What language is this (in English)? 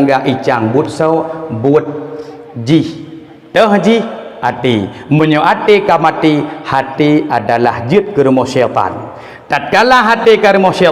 Achinese